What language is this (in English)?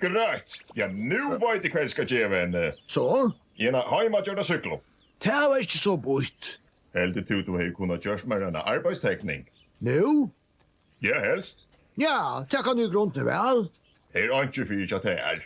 Faroese